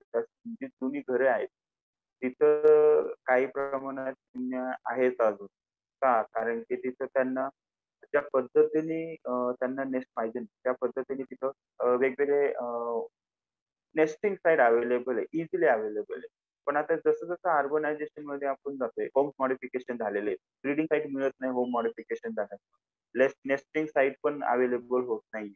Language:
Marathi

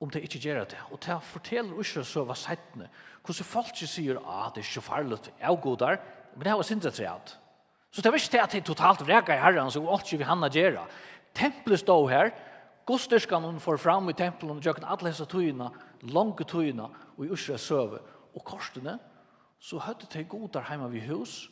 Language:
Faroese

